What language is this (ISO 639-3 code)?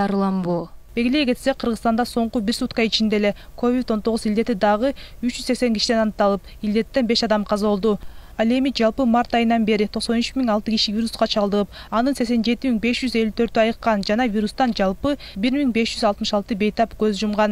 kir